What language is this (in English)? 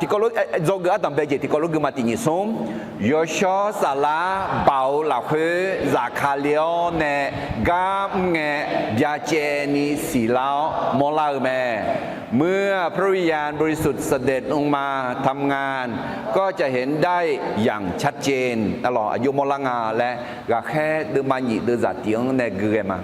Akha